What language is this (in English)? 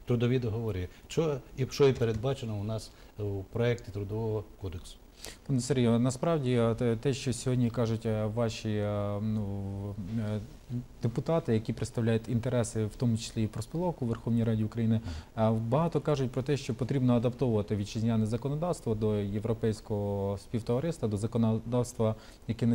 Ukrainian